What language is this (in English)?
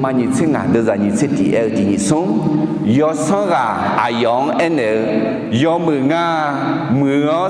Akha